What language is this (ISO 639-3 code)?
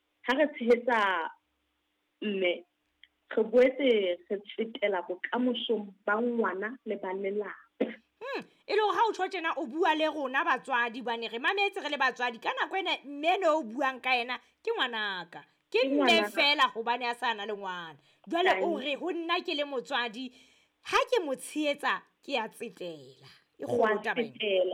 sot